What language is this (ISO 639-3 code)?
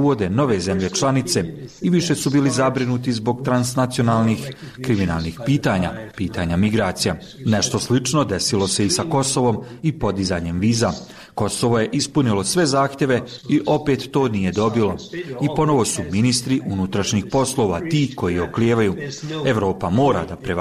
bos